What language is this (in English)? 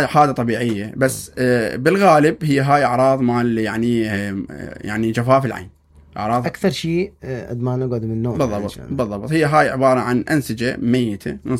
Mesopotamian Arabic